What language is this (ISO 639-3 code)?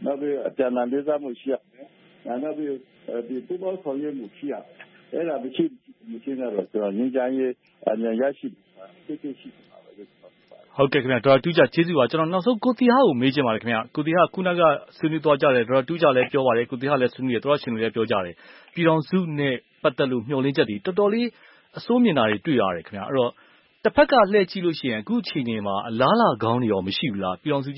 mya